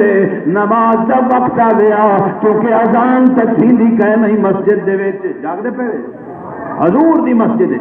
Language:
Saraiki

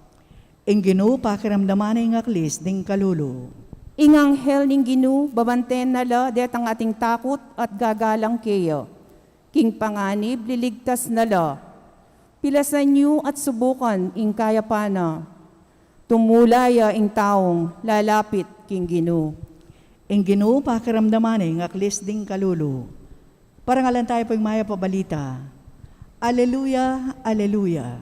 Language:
Pampanga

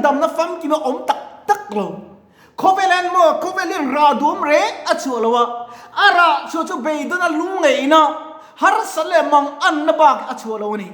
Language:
Mizo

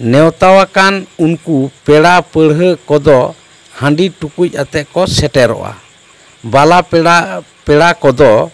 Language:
Santali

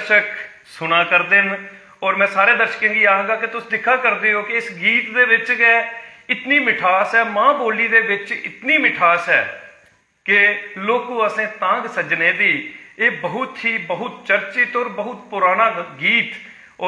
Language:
Dogri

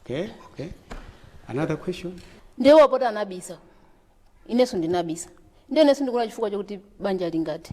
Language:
Nyanja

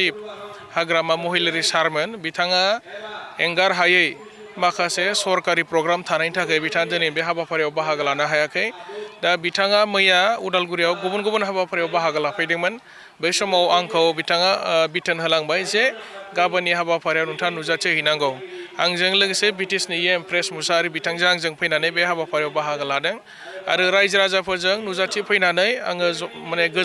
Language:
Bodo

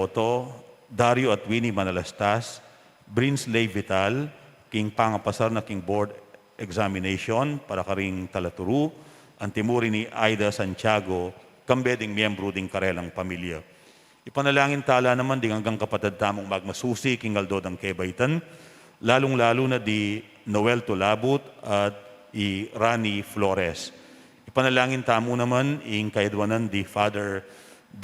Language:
Pampanga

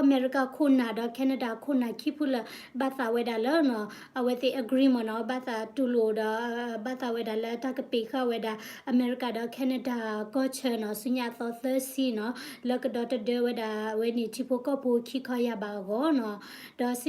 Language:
S'gaw Karen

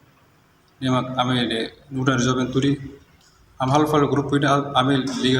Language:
Tetum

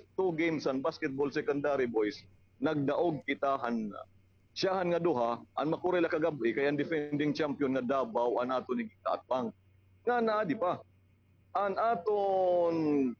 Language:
Waray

